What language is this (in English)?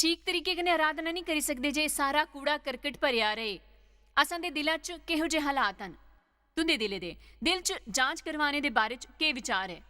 Dogri